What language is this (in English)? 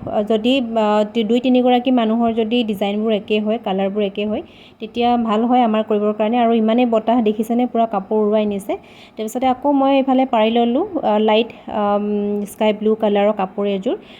Assamese